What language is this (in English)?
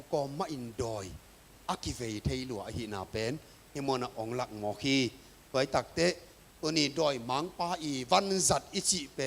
Tedim Chin